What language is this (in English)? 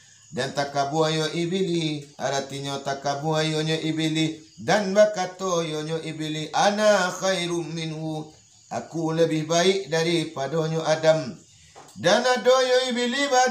Minangkabau